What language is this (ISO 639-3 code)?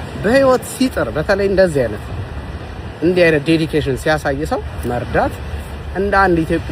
amh